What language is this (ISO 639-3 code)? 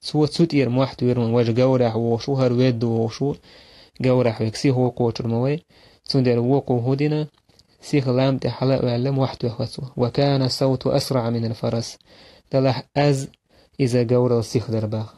che